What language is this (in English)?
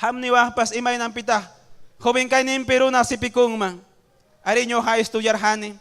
Ayacucho Quechua